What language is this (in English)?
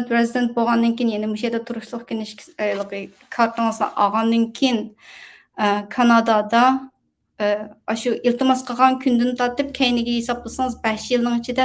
Uyghur